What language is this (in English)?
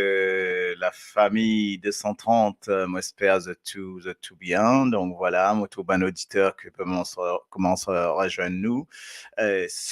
Morisyen